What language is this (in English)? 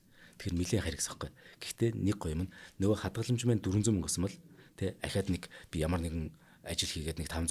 Mongolian